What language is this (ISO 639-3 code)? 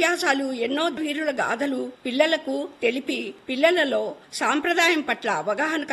tel